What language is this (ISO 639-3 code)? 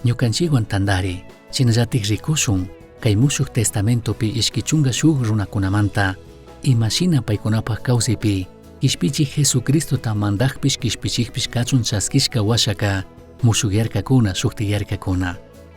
qug